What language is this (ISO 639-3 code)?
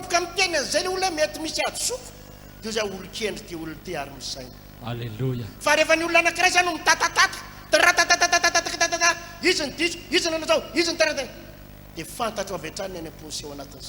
mlg